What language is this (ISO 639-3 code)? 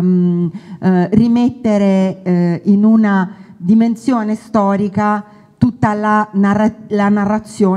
ita